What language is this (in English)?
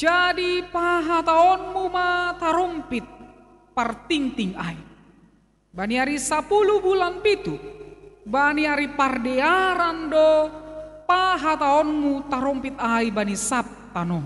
Batak Simalungun